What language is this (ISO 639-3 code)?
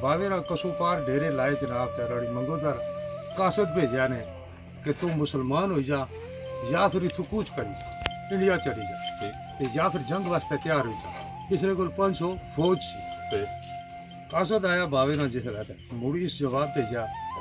phr